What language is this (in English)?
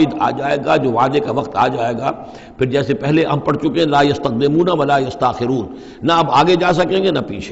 Urdu